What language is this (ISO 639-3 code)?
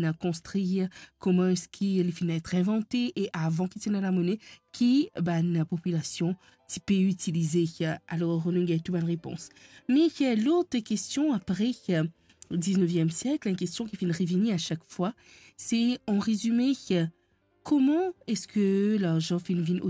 mfe